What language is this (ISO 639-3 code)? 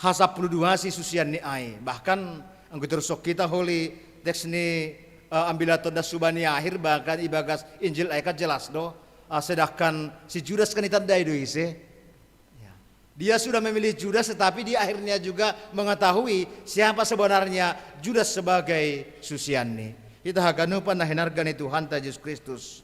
bts